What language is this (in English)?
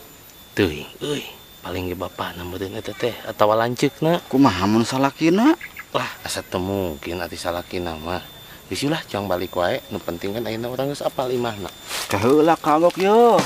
Sundanese